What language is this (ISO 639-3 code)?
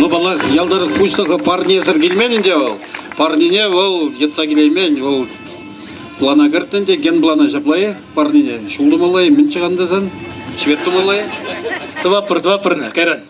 chv